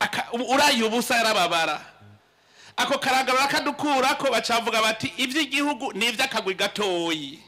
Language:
Rundi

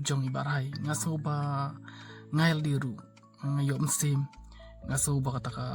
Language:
Khasi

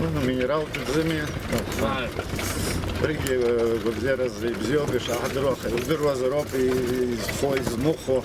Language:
Abkhazian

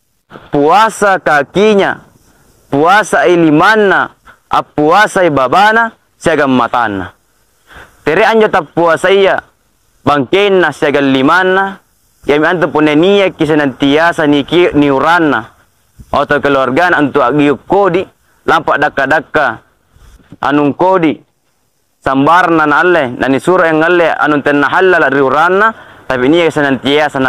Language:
Makasar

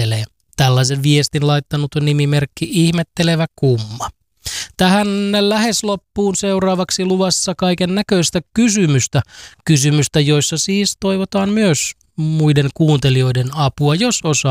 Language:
Finnish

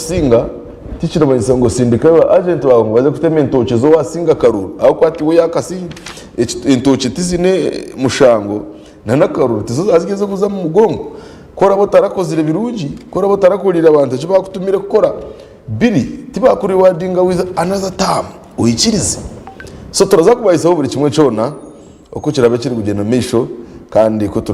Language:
Nyankole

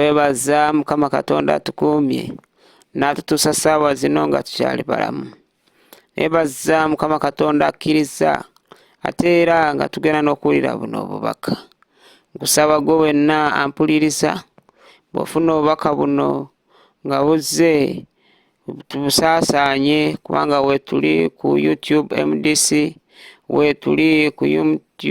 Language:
Ganda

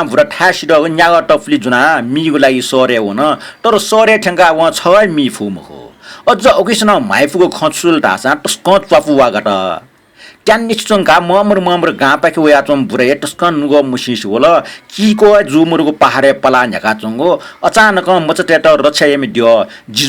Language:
Newari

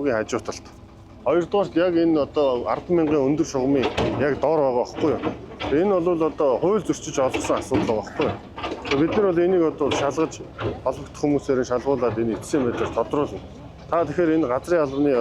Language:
Mongolian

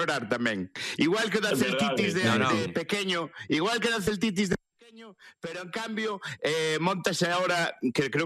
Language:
Galician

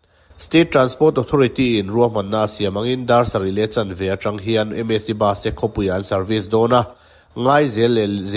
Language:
Mizo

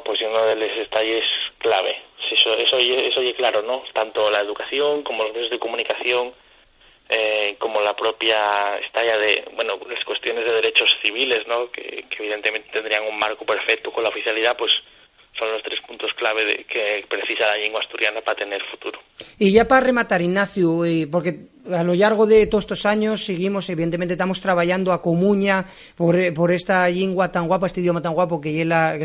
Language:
Asturian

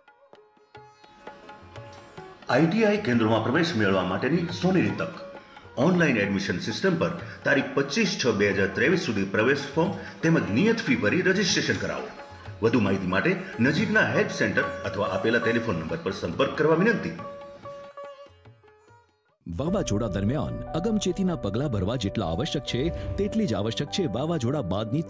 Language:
Gujarati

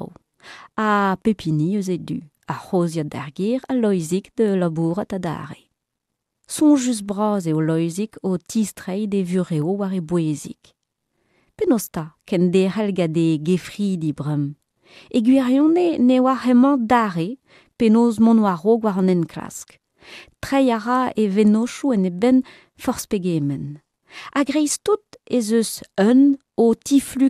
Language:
Breton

